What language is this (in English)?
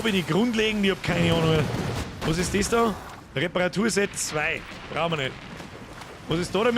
Bavarian